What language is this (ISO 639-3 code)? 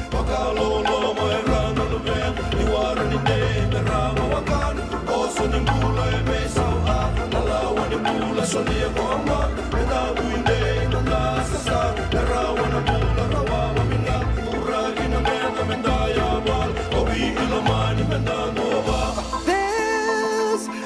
fij